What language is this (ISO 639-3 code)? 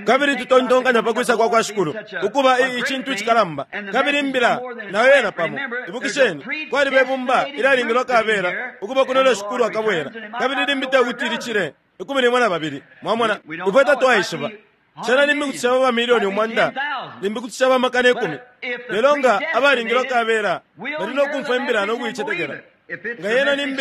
bem